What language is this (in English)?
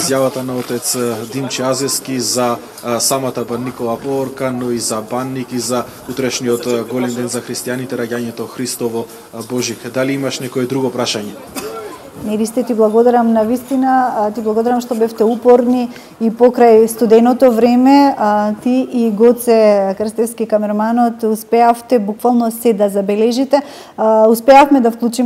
Macedonian